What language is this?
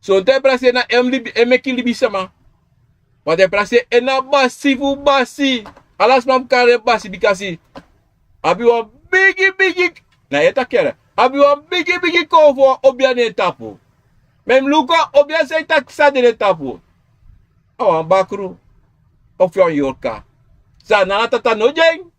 Sranan Tongo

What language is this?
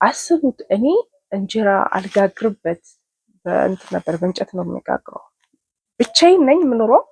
Amharic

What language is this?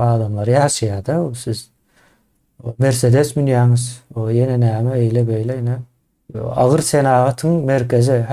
Turkmen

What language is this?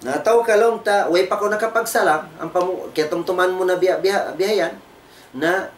Tausug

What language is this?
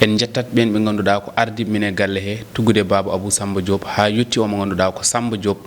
Fula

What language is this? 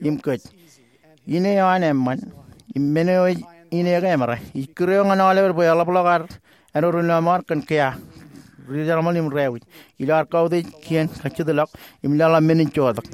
Marshallese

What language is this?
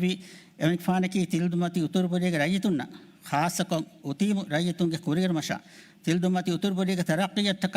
Divehi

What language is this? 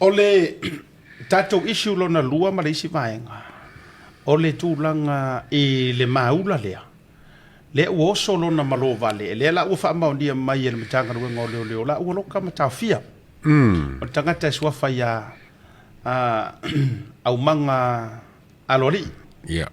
Samoan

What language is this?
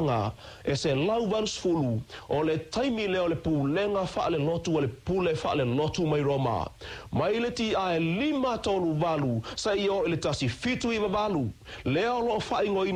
Samoan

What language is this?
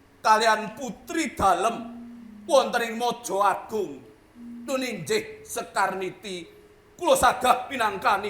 Javanese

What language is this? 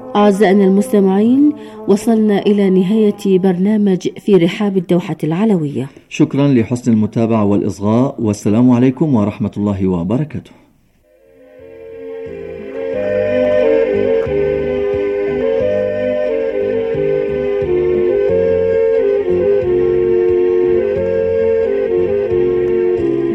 Arabic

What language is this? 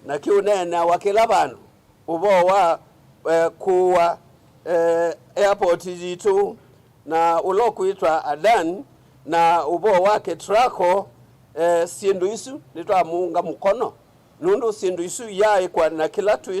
Kamba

